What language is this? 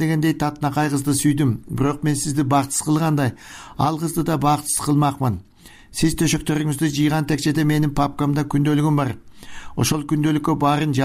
Kyrgyz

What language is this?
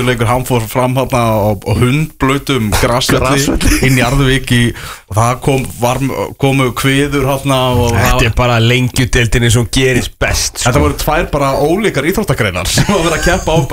Icelandic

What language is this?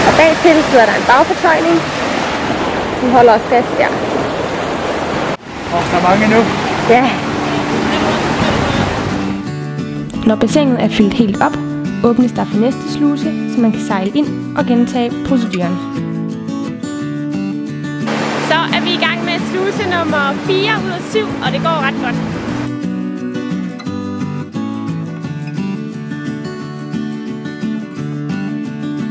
Danish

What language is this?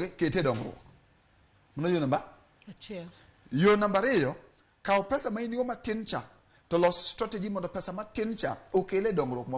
Luo (Kenya and Tanzania)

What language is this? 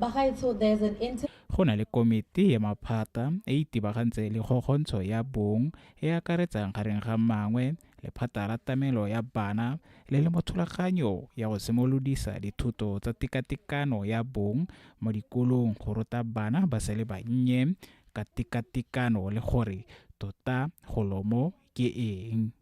Tswana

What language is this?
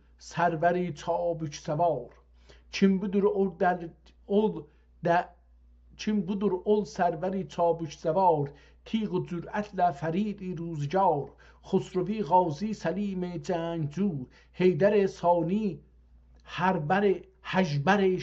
South Azerbaijani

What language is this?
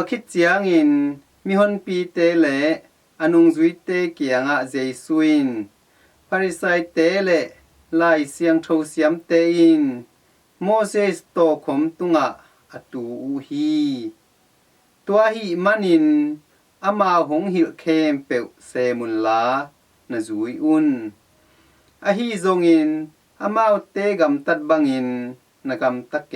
Tedim Chin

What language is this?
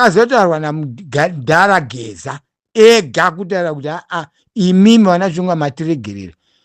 Shona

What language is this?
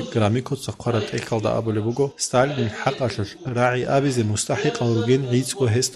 Avaric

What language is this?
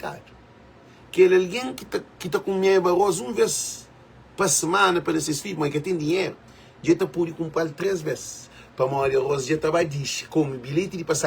Kabuverdianu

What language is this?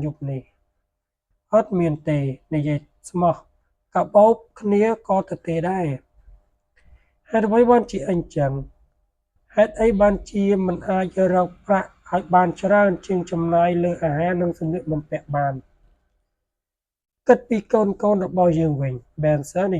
Khmer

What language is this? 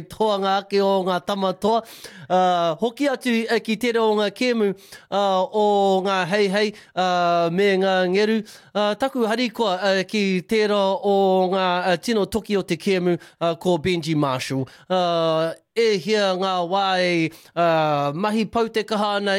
Māori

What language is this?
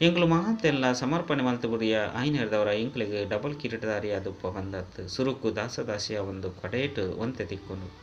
Tulu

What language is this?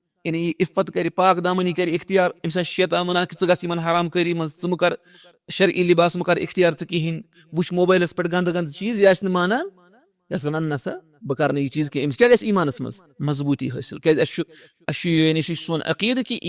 Kashmiri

